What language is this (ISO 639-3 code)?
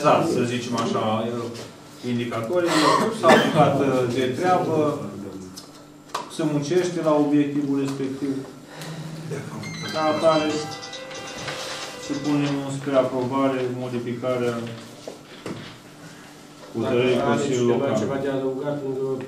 ron